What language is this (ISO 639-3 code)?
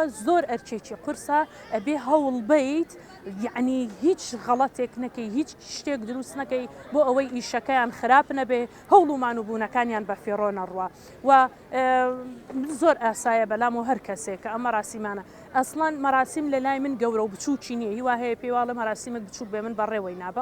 ckb